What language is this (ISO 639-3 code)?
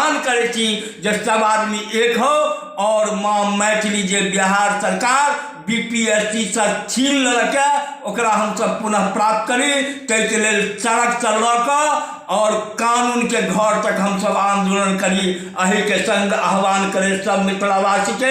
mai